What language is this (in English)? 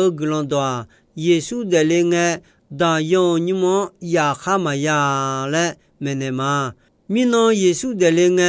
Akha